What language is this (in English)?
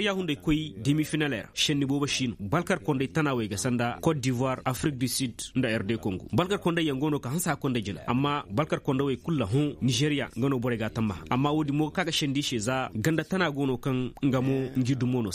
Koyraboro Senni